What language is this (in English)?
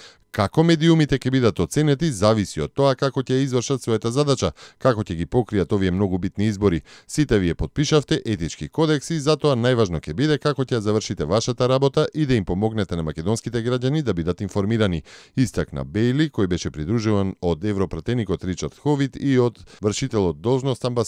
Macedonian